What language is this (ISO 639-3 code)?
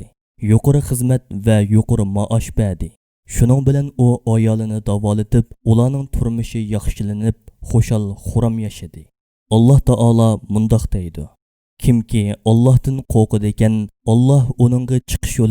uig